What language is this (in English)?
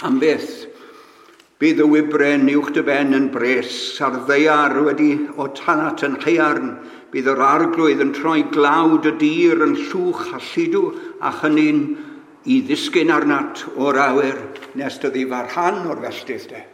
Welsh